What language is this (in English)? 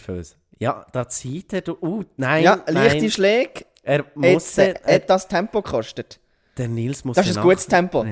Swiss German